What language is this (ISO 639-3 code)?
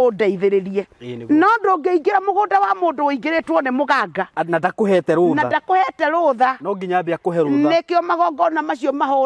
kik